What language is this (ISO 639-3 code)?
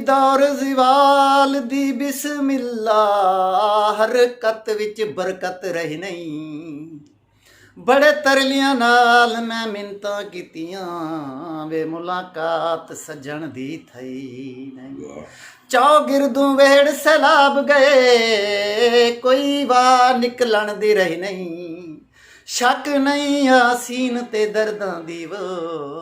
skr